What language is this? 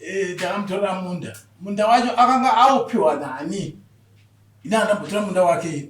Shona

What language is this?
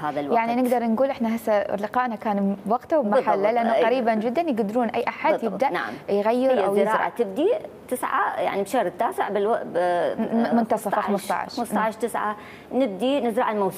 Mesopotamian Arabic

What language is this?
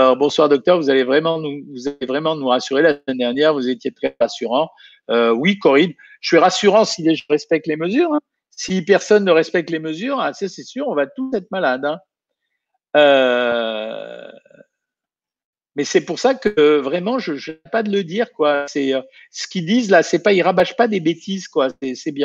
French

